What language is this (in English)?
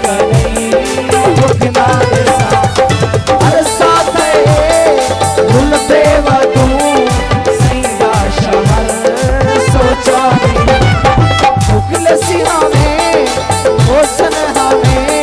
Saraiki